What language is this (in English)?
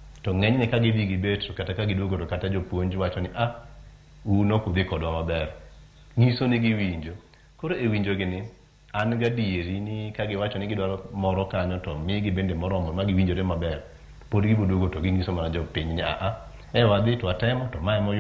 Luo (Kenya and Tanzania)